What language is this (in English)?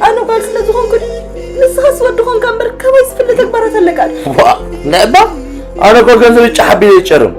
Tigrinya